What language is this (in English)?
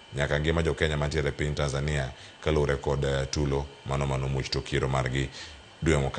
Luo (Kenya and Tanzania)